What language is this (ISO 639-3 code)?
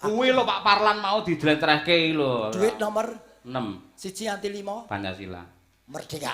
jav